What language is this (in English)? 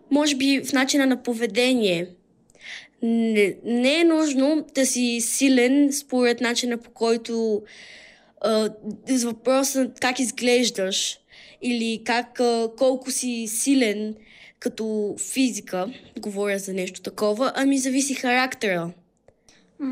Bulgarian